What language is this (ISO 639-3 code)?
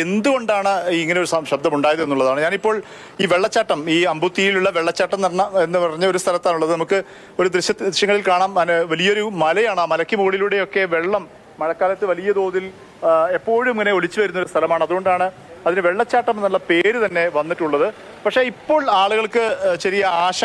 mal